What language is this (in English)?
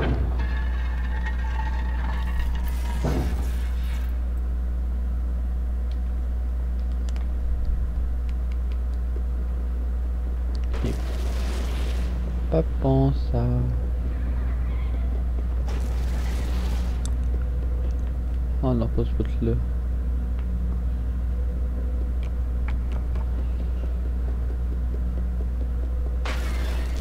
French